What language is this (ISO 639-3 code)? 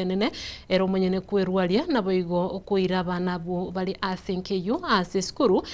guz